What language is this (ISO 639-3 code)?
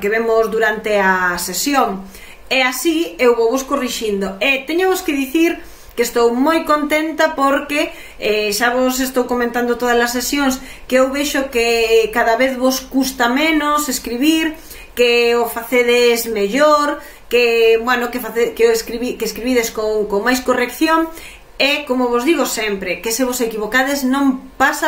glg